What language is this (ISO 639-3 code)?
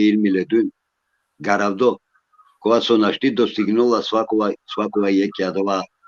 rmn